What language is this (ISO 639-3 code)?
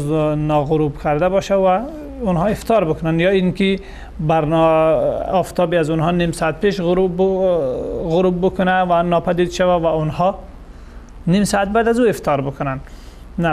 fas